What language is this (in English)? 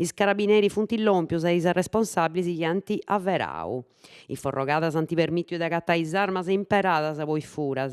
Sardinian